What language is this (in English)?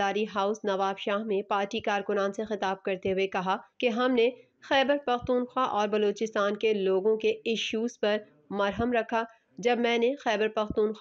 Urdu